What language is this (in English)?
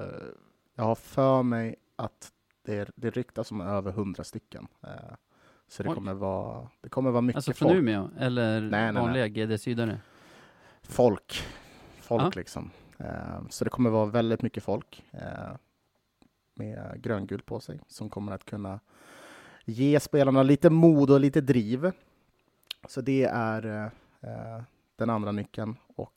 Swedish